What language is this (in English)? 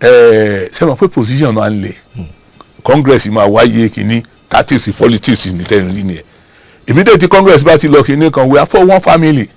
Yoruba